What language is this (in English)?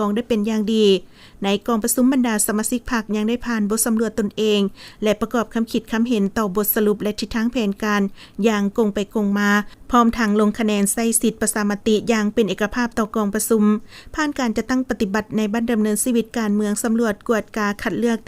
Lao